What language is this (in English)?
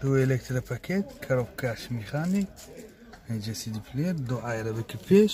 Tajik